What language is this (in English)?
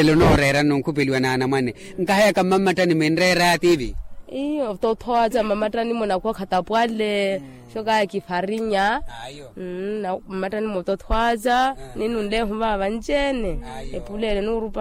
Makhuwa